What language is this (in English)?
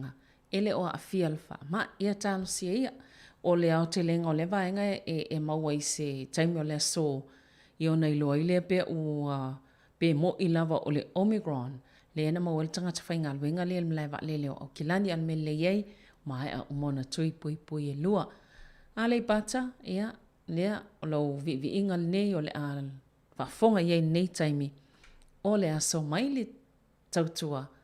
Samoan